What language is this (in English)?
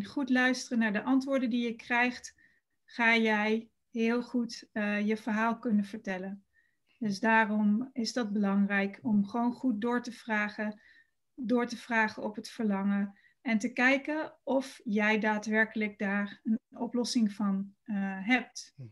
Dutch